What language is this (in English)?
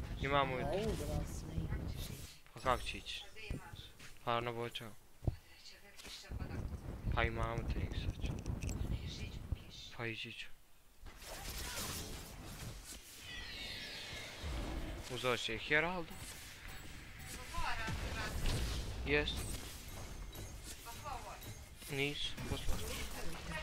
Croatian